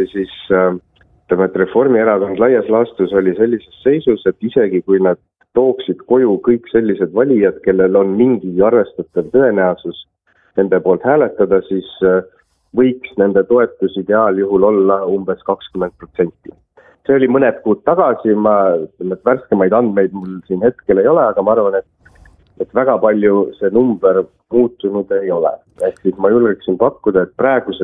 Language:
Estonian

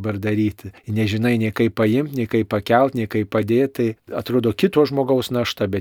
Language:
Lithuanian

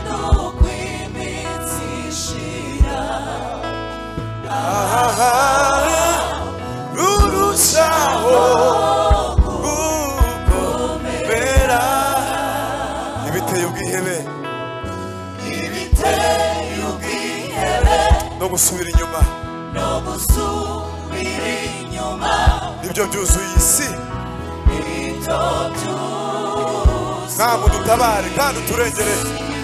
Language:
Kinyarwanda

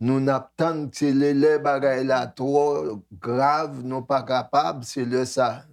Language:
Haitian Creole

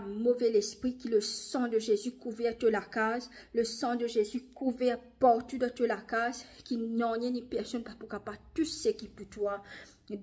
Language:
Morisyen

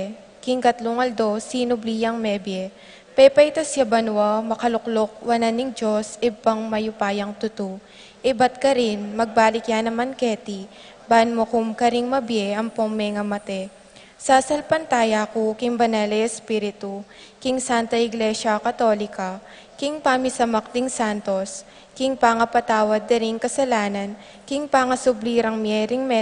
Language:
Pampanga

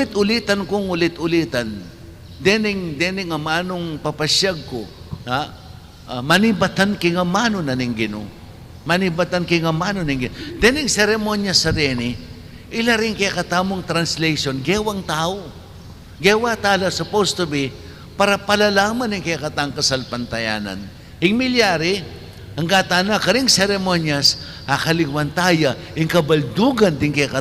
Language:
Pampanga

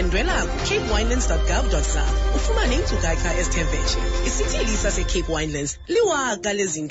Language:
Xhosa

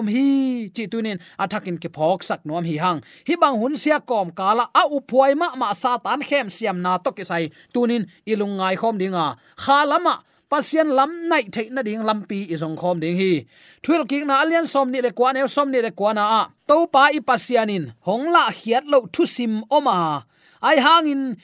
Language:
Tedim Chin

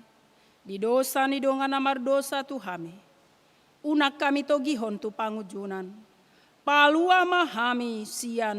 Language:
Batak Toba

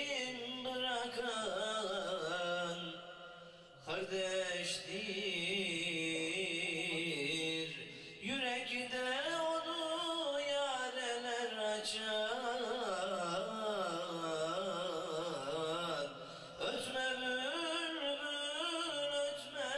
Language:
Turkish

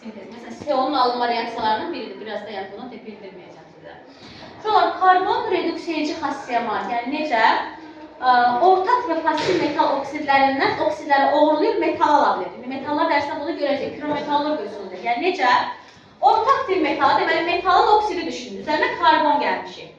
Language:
Azerbaijani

